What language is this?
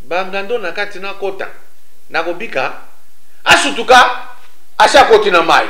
Lingala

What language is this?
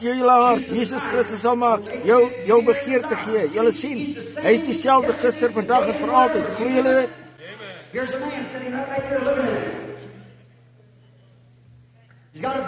Afrikaans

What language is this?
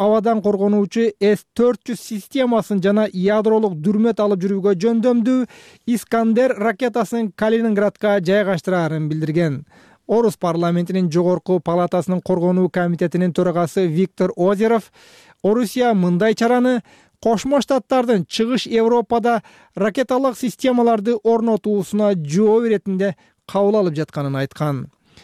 Kyrgyz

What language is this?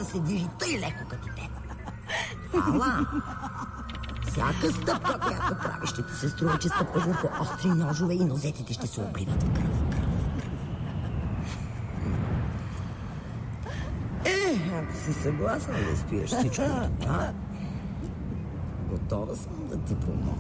Bulgarian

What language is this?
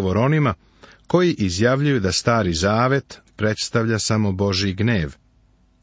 Serbian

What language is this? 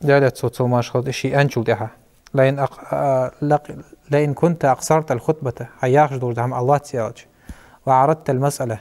Ingush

